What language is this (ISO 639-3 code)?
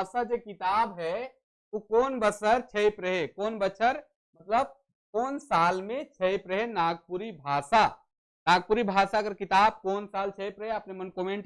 sck